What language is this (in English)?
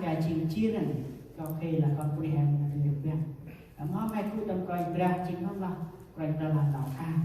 Central Mnong